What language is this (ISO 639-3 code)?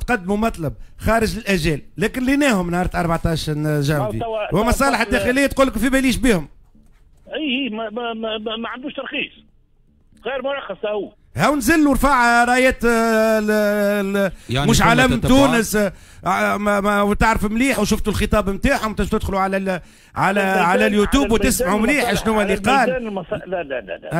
aeb